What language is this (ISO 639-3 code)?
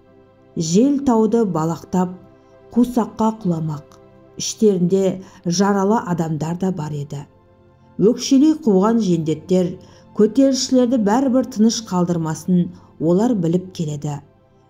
kaz